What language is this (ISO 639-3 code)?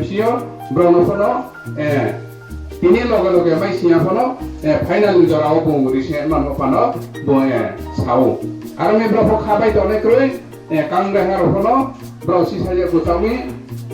ria